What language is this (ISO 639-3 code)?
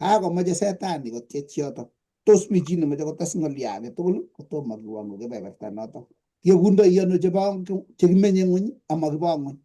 kln